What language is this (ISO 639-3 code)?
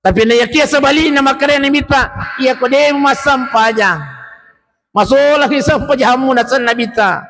bug